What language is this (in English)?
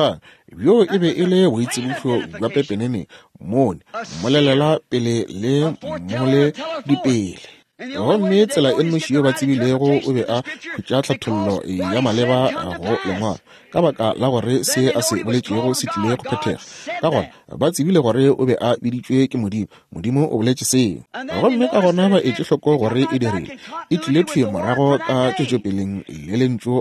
Northern Sotho